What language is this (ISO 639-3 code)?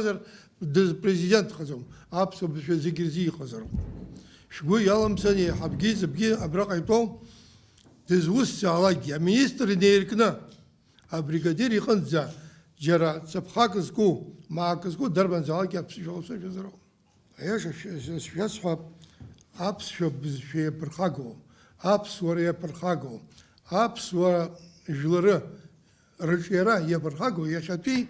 abk